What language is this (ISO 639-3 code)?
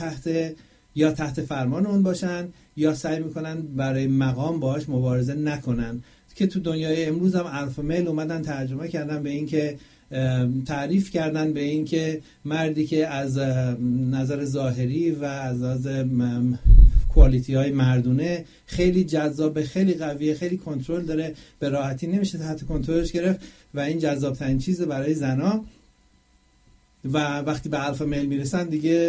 fas